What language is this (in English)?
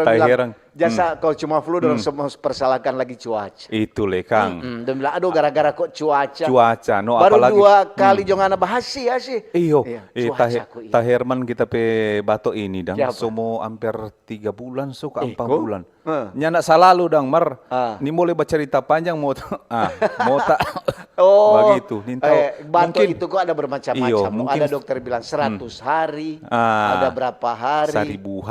Manado Malay